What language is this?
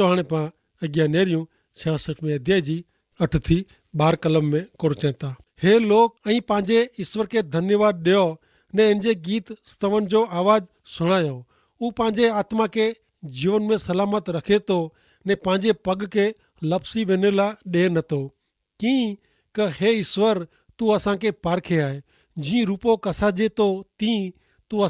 Kachhi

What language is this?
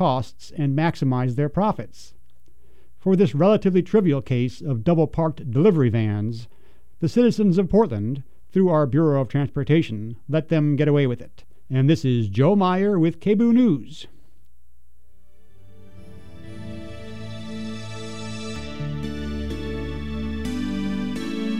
English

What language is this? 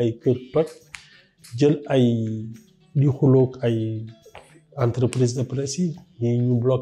Wolof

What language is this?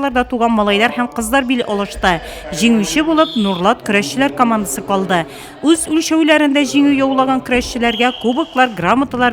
Tatar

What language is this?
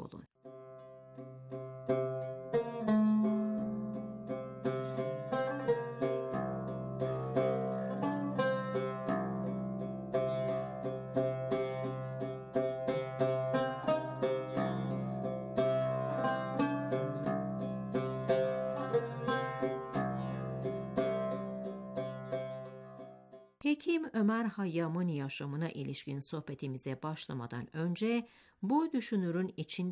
Turkish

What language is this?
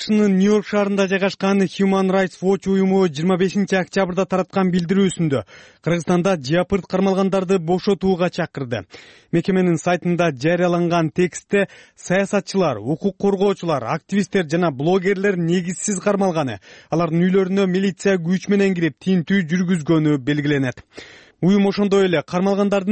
Kyrgyz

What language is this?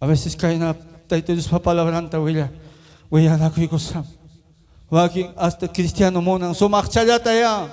Ayacucho Quechua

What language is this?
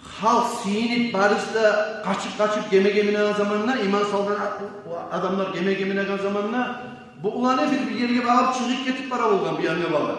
Kumyk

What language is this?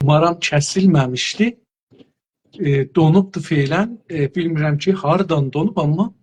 South Azerbaijani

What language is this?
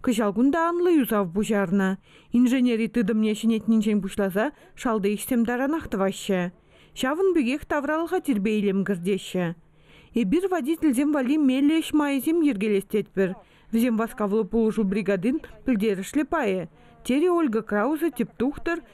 Chuvash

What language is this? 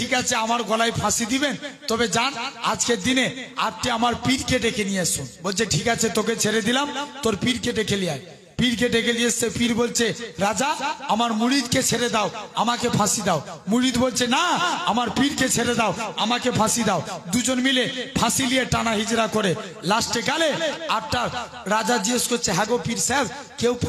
Bangla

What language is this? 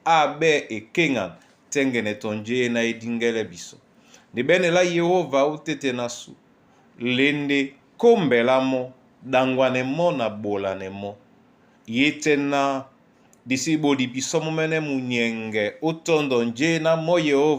Duala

